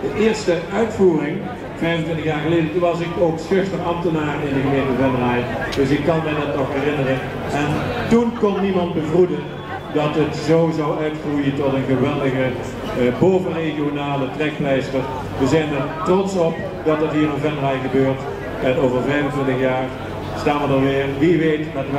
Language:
Dutch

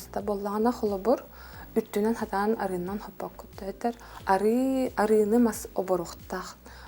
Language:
Yakut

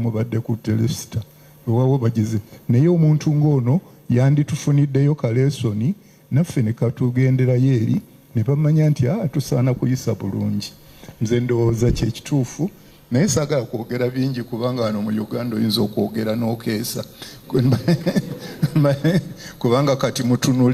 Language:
Ganda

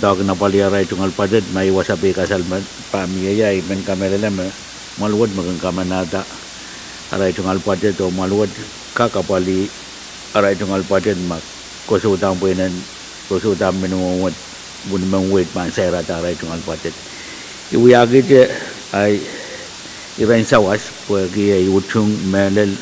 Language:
Pohnpeian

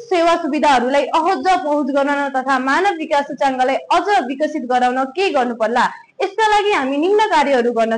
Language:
Nepali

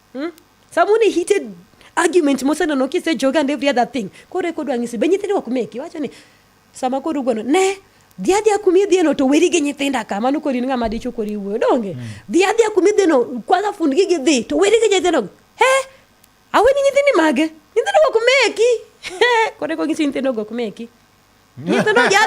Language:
Luo (Kenya and Tanzania)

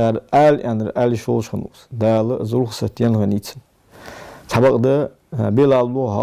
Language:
Ingush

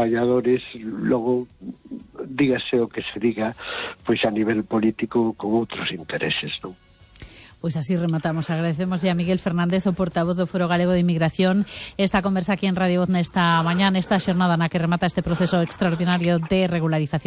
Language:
Galician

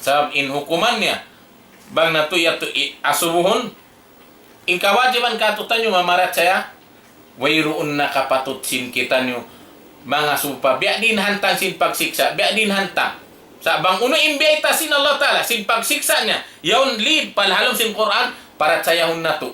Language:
Tausug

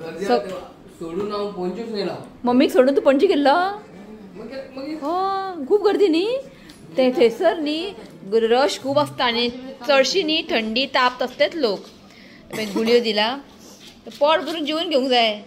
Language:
Konkani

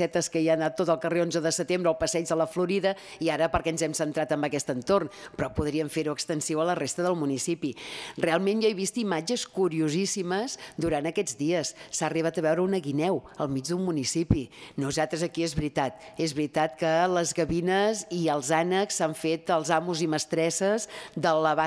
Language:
Catalan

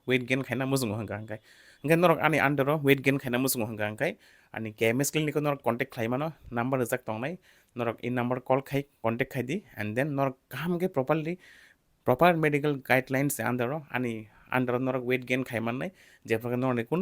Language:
Kok Borok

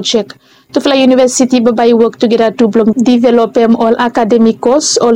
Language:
Bislama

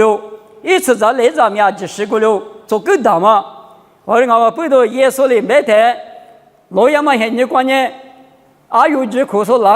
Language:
Lisu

